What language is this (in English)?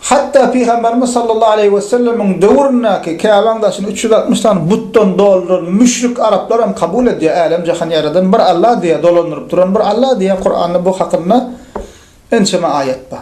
Turkmen